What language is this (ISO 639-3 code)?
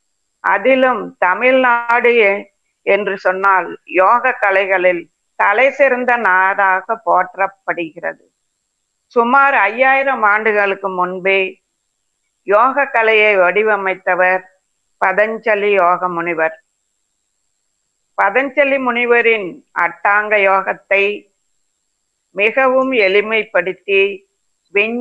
tam